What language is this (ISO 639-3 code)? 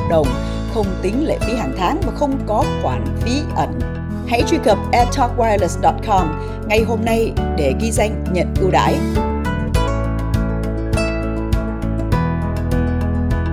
vie